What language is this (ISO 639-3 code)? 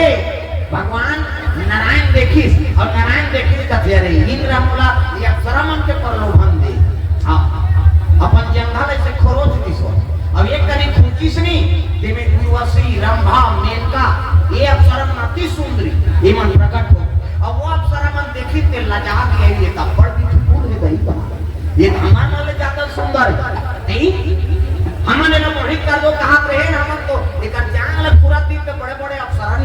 hne